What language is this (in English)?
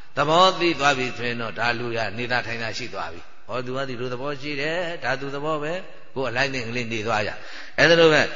Burmese